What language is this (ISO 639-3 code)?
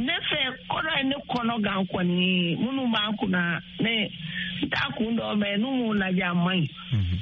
bam